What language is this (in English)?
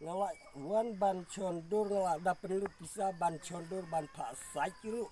Khasi